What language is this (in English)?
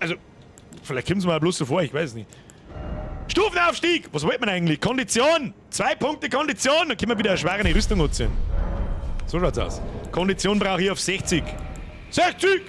Bavarian